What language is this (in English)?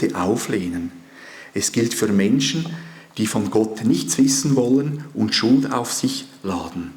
Swiss German